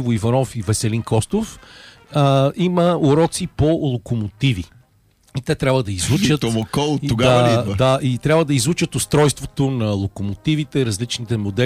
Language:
Bulgarian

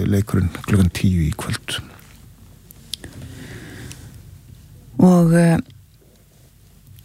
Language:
Icelandic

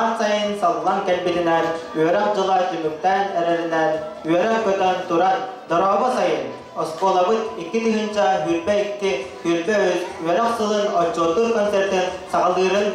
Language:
Yakut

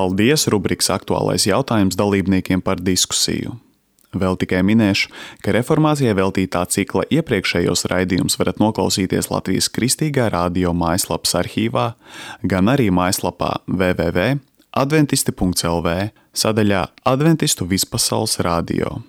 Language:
Latvian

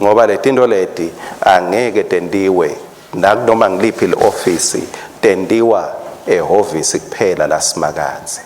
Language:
Swati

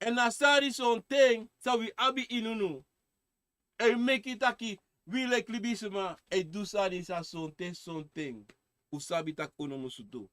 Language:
Sranan Tongo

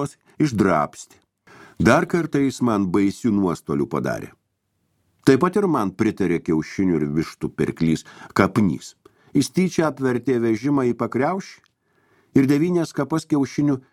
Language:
Lithuanian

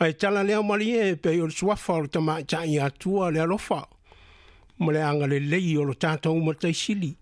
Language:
Samoan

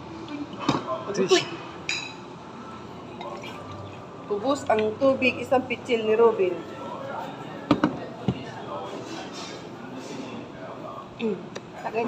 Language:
Filipino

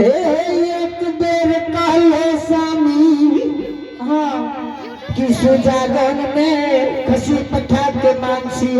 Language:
Angika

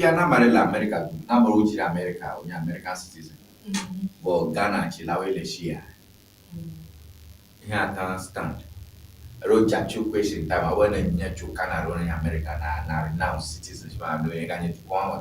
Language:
Ewe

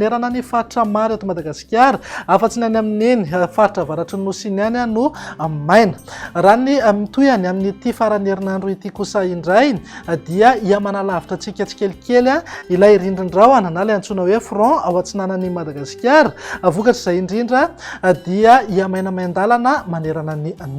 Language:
Malagasy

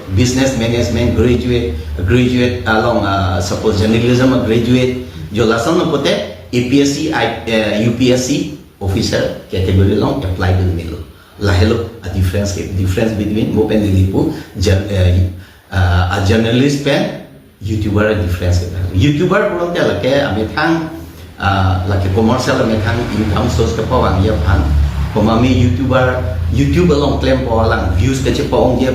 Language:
Karbi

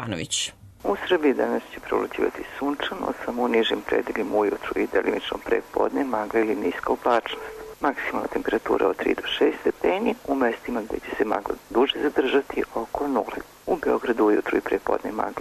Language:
Serbian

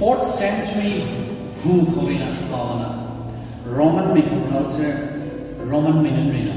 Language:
Rongmei Naga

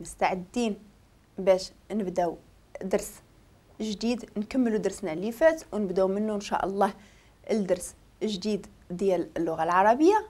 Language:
Moroccan Arabic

